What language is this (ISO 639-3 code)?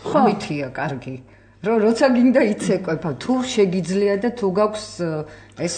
kat